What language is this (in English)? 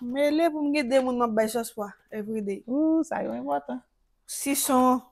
Haitian Creole